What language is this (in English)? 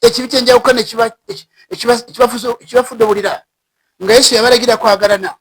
Ganda